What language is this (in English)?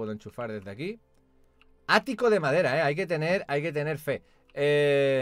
Spanish